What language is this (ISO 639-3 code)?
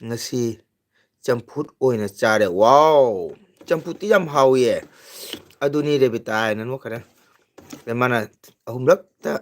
mni